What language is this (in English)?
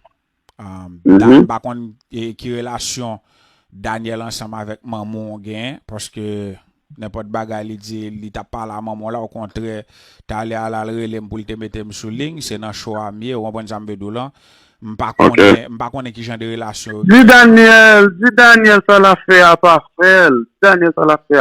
Haitian Creole